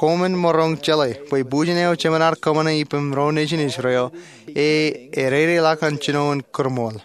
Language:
Marshallese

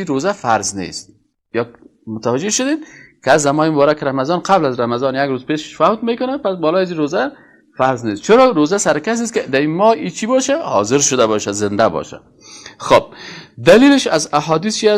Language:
Persian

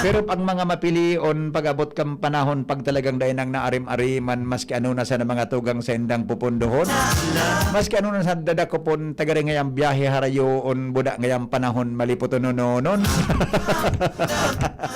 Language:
Bikol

